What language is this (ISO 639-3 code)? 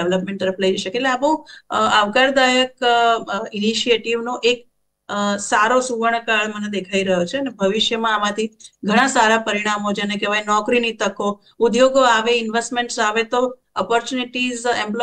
guj